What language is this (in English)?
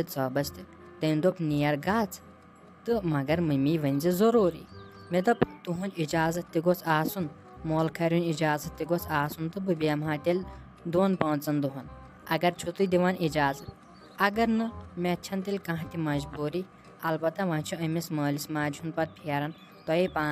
Kashmiri